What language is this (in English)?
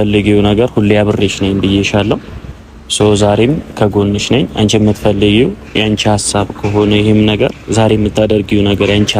Amharic